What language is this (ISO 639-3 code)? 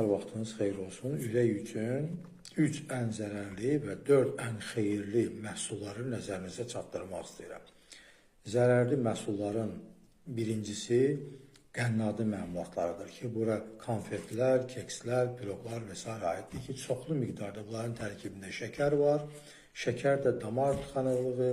aze